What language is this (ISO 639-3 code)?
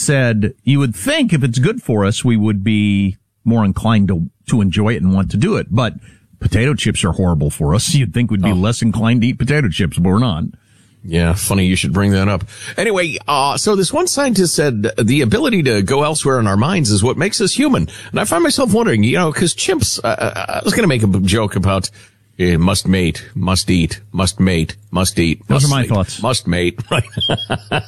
eng